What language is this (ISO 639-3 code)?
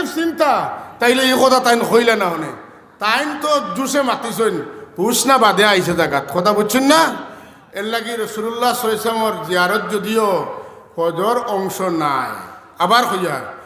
syl